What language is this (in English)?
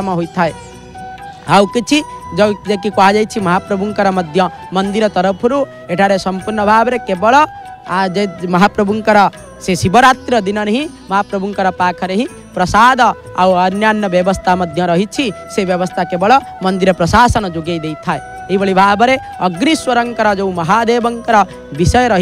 Odia